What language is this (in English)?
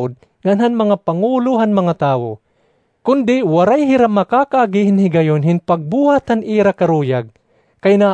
Waray